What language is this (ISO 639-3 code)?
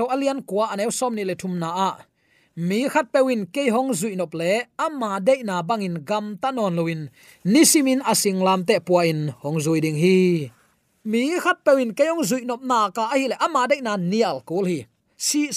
ctd